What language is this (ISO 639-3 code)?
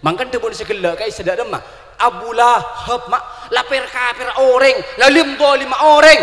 mad